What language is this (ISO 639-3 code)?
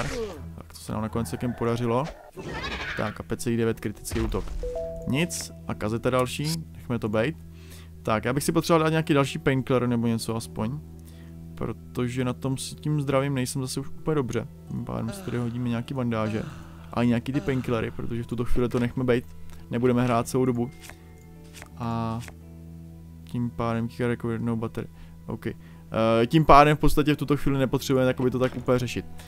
ces